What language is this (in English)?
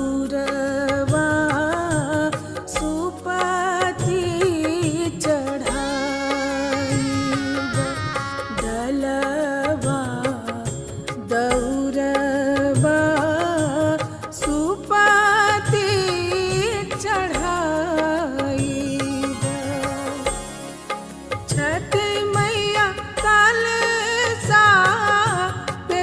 Bhojpuri